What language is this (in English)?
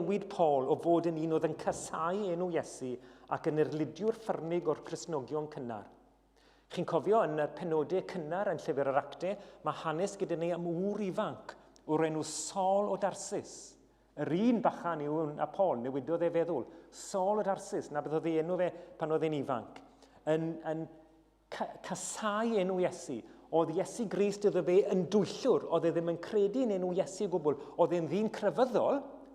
Welsh